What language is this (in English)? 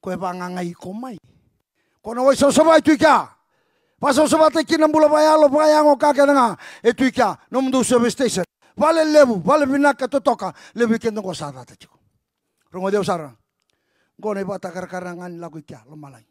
Fijian